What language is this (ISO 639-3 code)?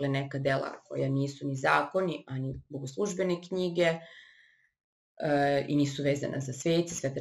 srp